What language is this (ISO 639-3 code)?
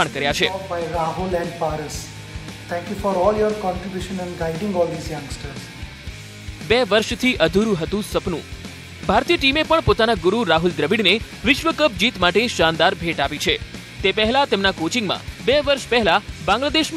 guj